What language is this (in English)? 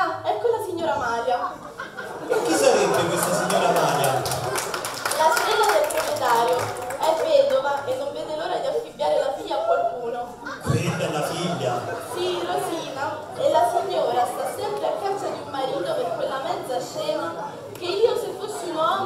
Italian